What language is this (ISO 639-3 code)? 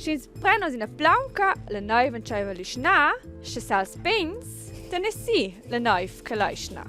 roh